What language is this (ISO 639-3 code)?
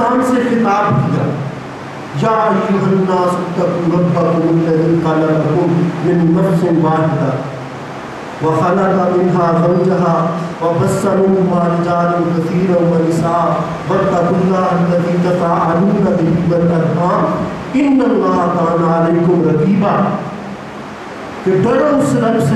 urd